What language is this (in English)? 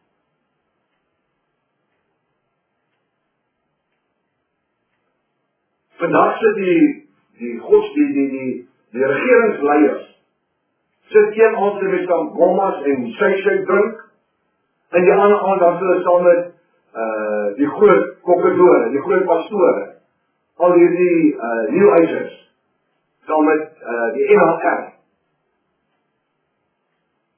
Afrikaans